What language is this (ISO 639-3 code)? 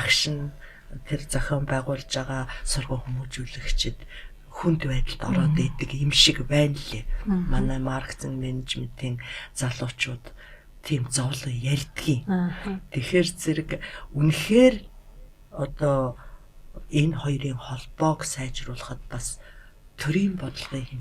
mon